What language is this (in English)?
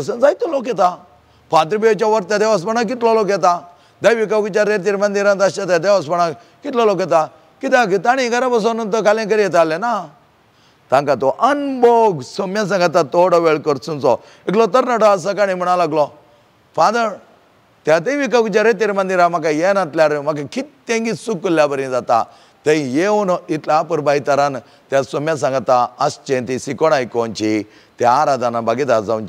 Konkani